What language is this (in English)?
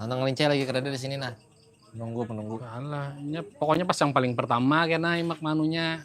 Banjar